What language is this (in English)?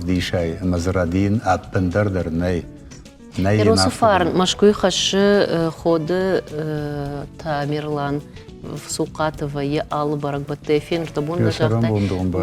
Ossetic